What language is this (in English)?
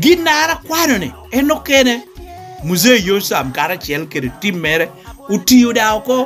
Lango (Uganda)